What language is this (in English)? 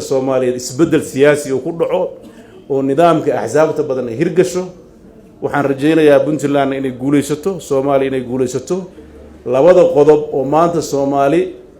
Somali